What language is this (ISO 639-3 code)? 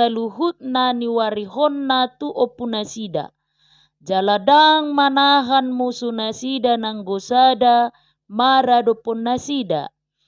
bbc